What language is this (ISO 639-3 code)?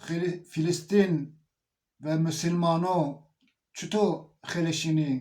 zza